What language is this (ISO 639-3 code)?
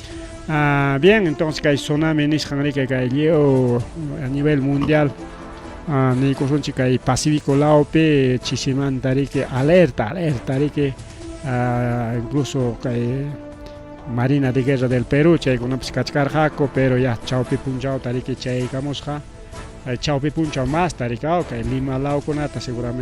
quy